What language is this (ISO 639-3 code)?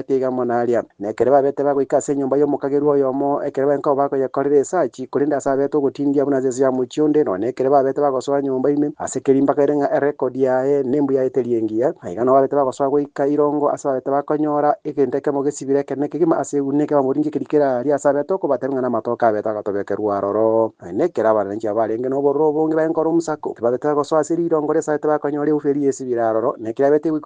guz